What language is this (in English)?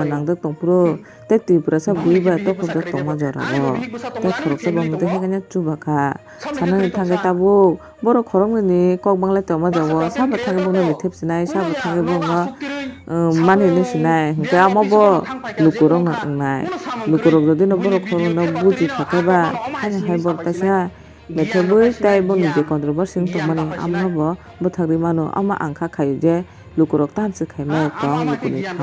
Kok Borok